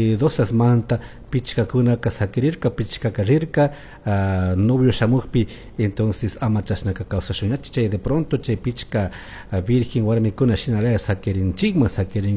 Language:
Chimborazo Highland Quichua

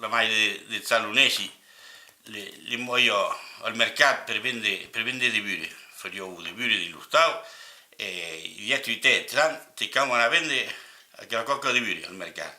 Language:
Occitan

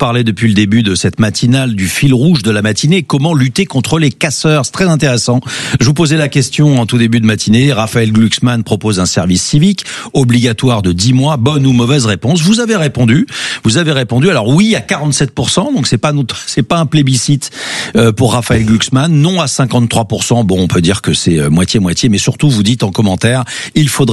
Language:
French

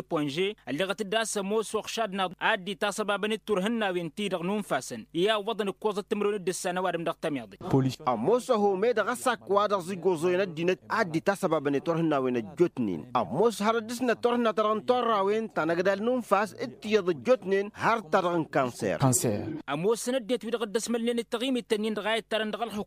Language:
Tamasheq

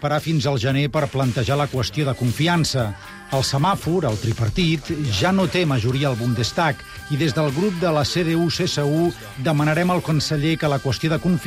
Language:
Catalan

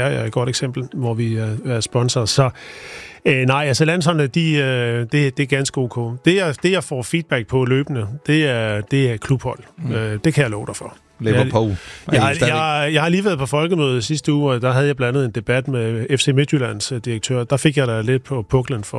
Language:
Danish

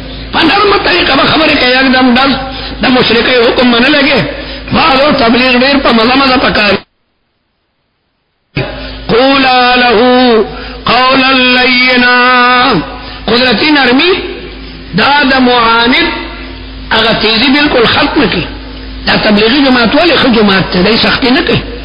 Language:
Urdu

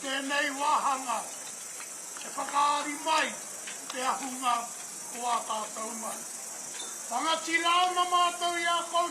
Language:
Māori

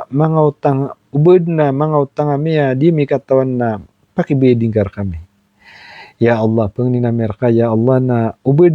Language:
Maranao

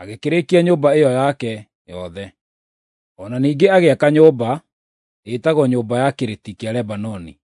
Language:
Kikuyu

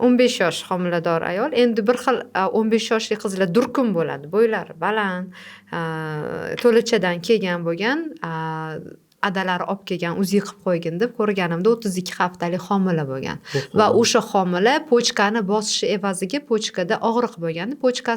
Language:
Uzbek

